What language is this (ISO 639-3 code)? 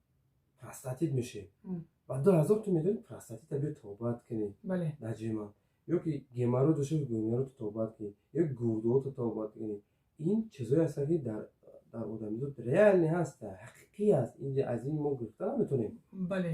tgk